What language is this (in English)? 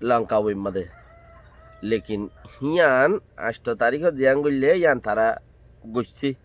Rohingya